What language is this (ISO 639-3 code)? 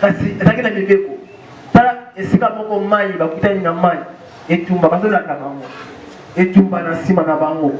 lin